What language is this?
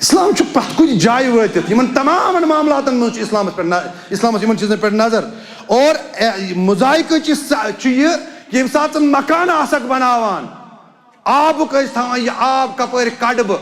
Kashmiri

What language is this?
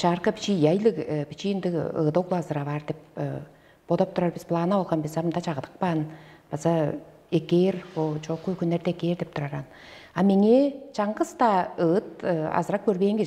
Tuvinian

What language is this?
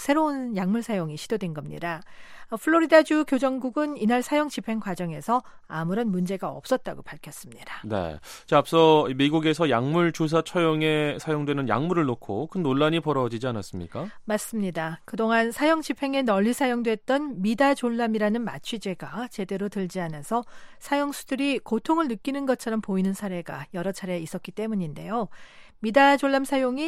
Korean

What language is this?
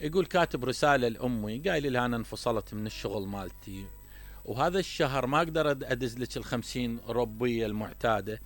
Mesopotamian Arabic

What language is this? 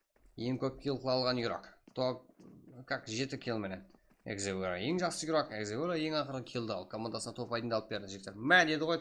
Kara-Kalpak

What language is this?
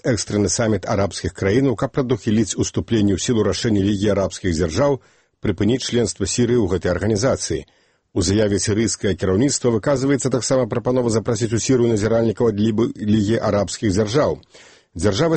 Belarusian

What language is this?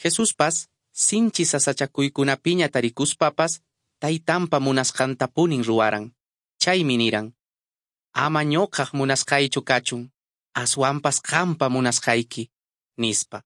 Quechua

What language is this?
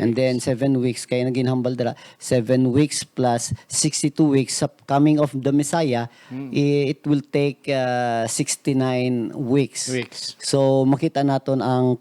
Hiligaynon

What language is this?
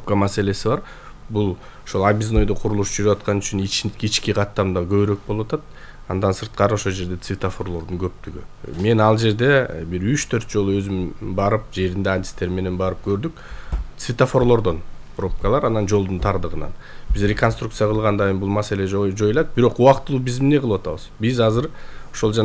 Kyrgyz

